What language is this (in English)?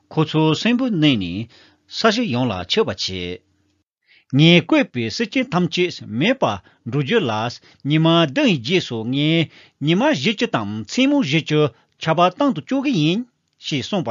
Tibetan